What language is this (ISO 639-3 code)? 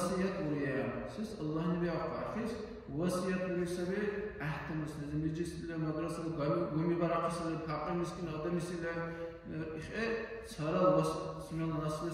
dar